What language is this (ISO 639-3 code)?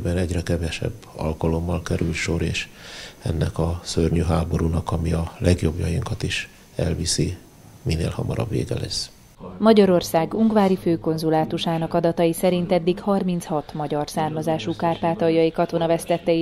hun